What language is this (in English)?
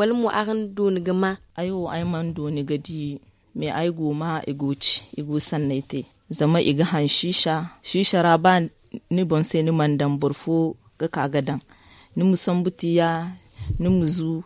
Zarma